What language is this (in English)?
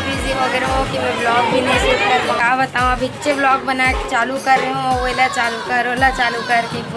Chhattisgarhi